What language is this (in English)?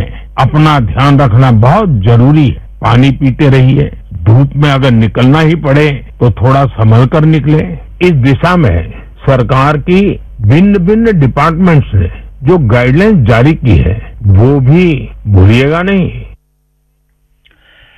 Hindi